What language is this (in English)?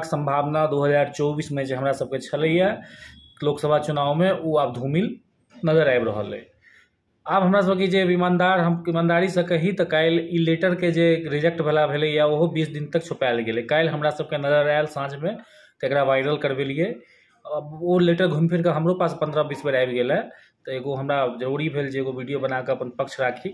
Maithili